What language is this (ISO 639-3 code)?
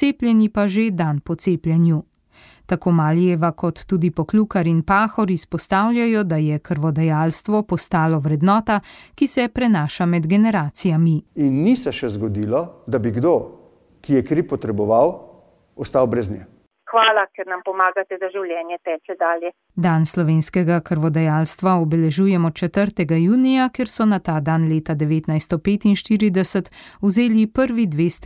slv